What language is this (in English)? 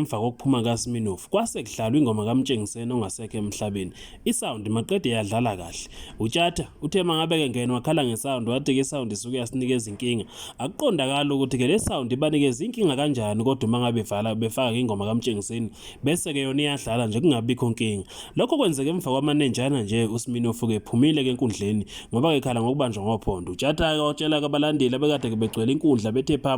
Zulu